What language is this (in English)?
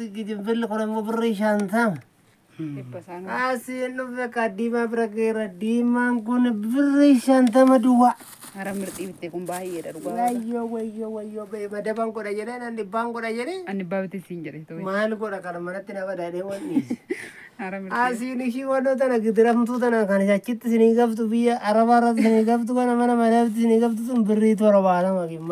Oromo